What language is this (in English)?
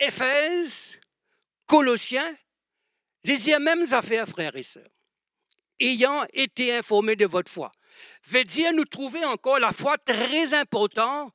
Morisyen